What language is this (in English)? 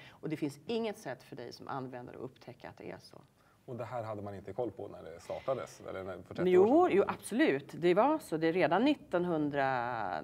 Swedish